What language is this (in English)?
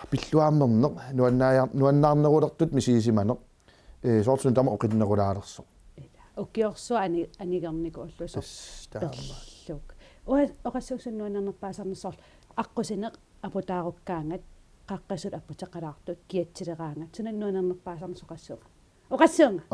Kalaallisut